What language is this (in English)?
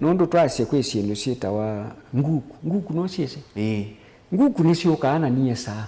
Kamba